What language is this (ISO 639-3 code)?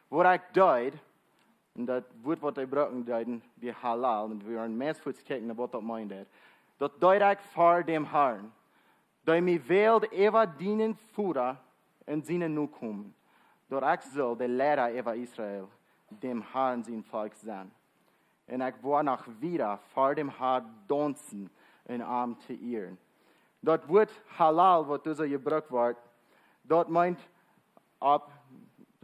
pdt